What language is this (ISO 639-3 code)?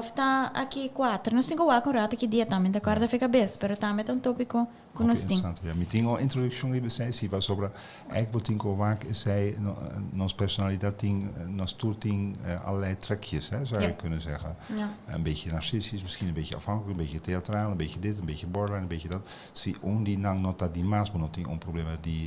pap